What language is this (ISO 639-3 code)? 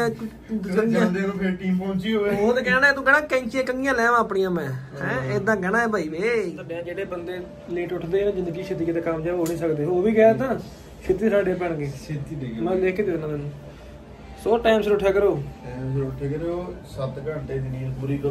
pan